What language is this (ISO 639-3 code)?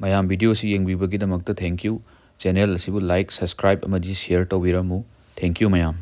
mni